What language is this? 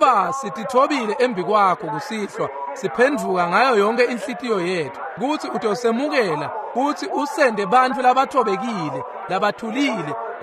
Swati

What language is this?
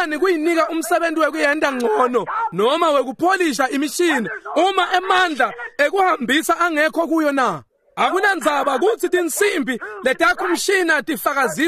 Swati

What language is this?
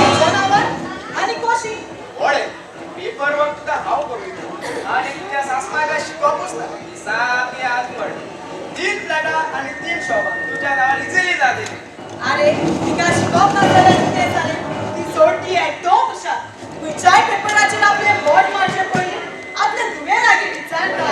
Konkani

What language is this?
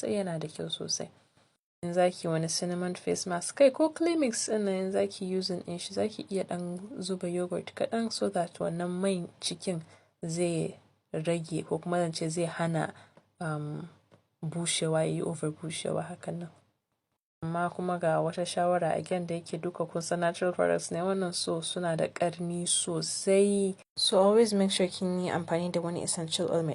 Hausa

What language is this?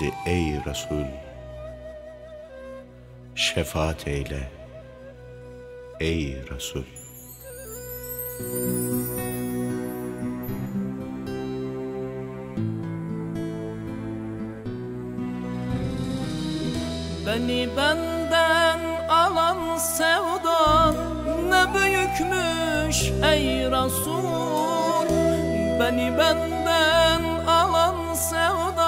Turkish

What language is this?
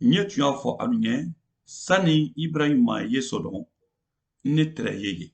Mandingo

